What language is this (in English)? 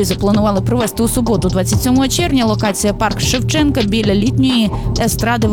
Ukrainian